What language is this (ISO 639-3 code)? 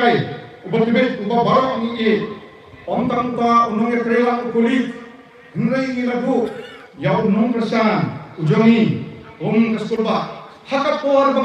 kha